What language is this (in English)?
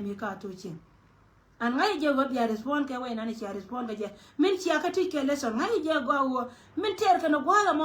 Nuer